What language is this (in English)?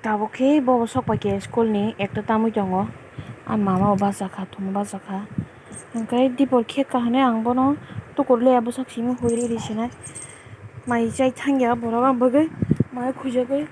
Kok Borok